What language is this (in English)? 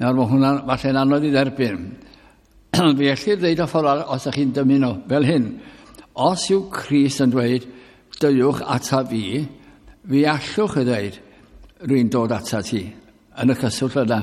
Welsh